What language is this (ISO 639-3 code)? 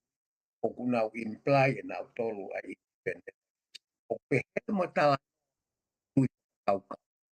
ton